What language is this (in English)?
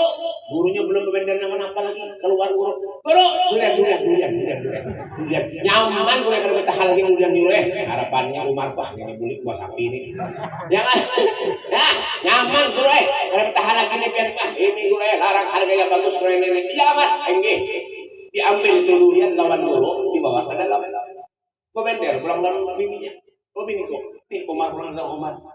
Banjar